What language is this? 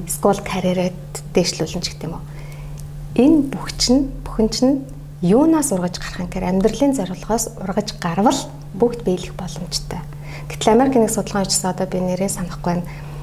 Mongolian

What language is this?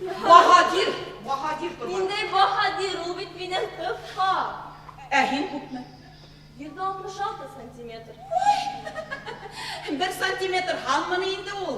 Bashkir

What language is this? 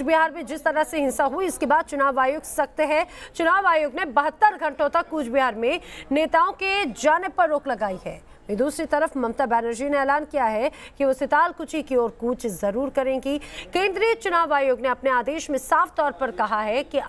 Hindi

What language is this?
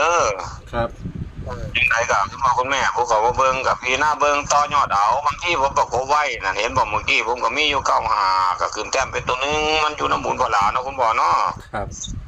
Northeastern Thai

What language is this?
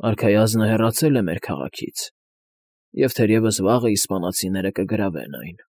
Armenian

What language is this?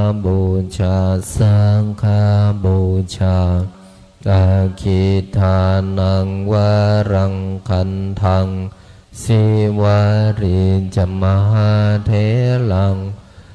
Pali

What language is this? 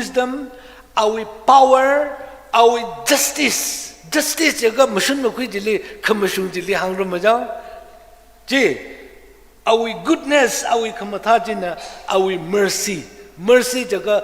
Tangkhul Naga (India)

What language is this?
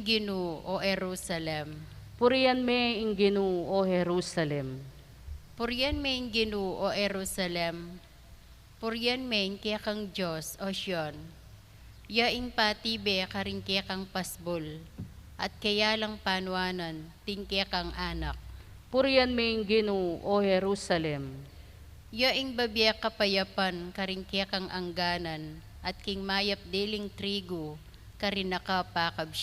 Pampanga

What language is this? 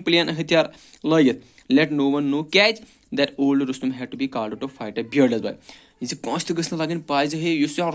Kashmiri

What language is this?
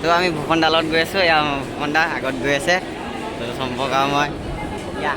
Assamese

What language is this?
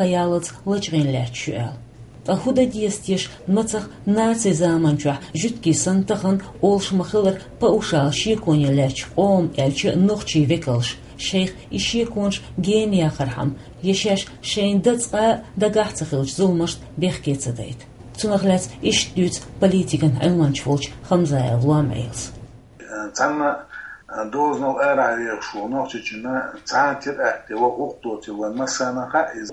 Chechen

